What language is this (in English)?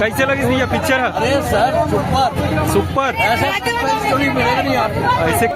Chhattisgarhi